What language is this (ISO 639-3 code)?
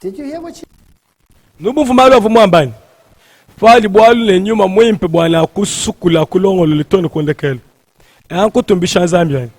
lua